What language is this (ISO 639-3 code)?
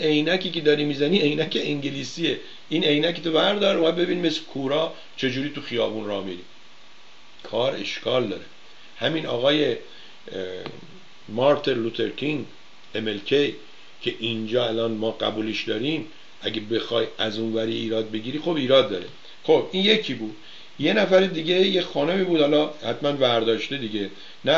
fas